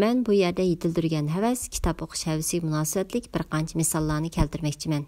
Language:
Uyghur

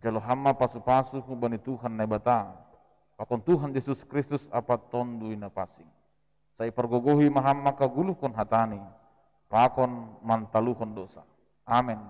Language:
Batak Simalungun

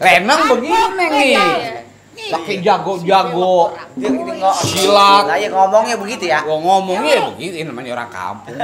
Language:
Betawi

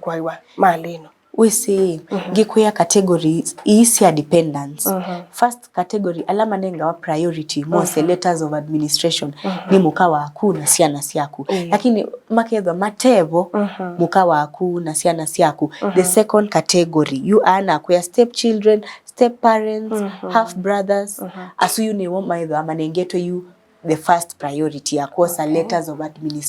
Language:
Kamba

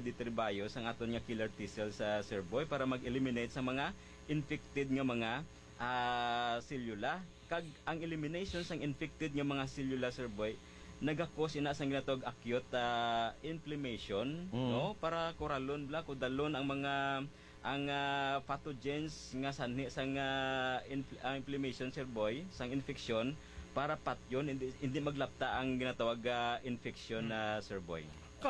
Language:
Hiligaynon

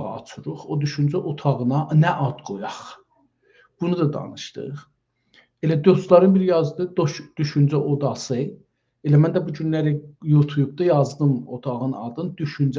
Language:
South Azerbaijani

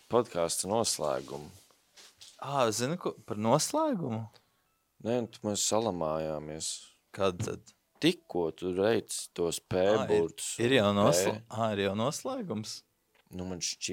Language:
Latvian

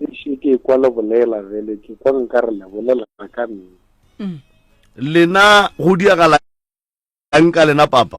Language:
Northern Sotho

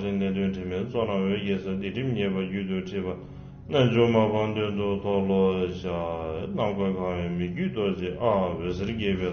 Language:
Tibetan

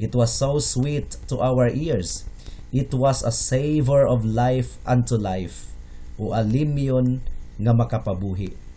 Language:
Cebuano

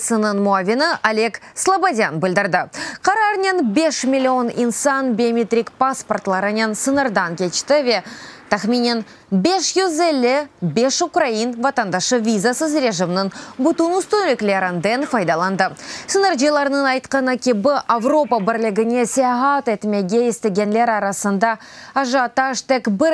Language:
Crimean Tatar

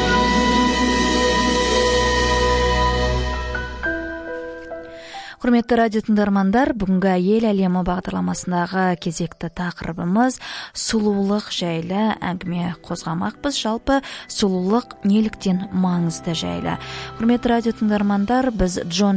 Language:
Kazakh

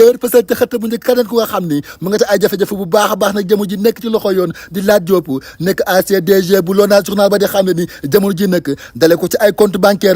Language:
Wolof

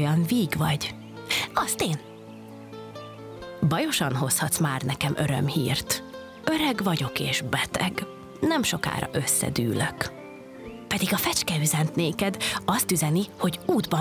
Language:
Hungarian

